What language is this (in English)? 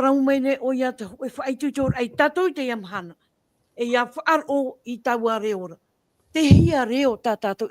Tahitian